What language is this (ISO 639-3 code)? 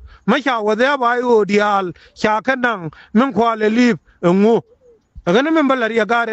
nus